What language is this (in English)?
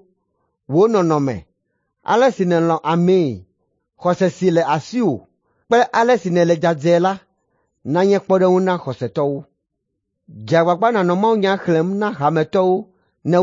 Ewe